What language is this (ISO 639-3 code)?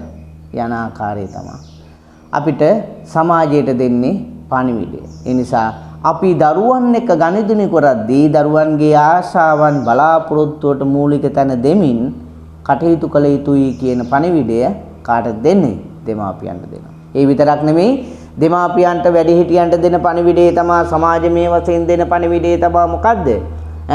sin